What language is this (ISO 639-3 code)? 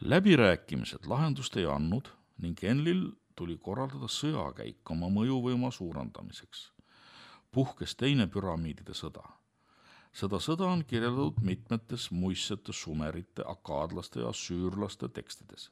est